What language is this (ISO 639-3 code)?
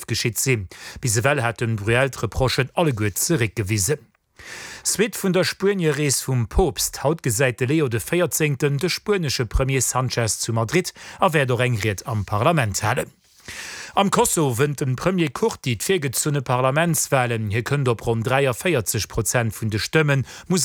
ltz